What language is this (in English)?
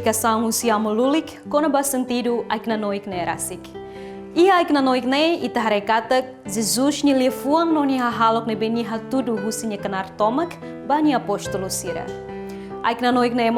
Tetum